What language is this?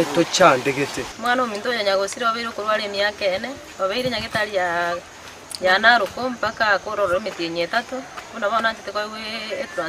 Gusii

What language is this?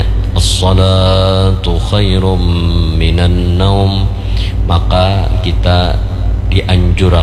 Banjar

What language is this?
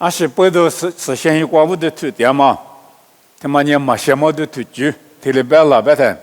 Lisu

